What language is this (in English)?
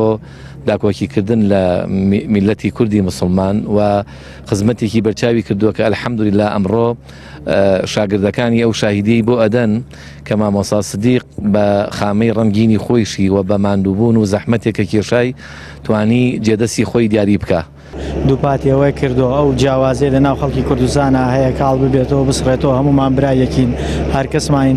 Central Kurdish